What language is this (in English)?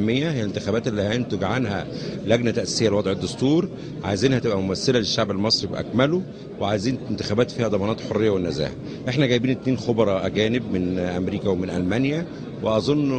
Egyptian Arabic